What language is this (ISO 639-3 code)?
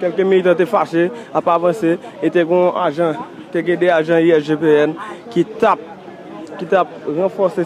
hat